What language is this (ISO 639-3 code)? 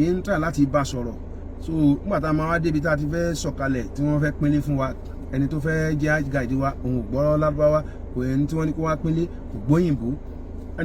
yor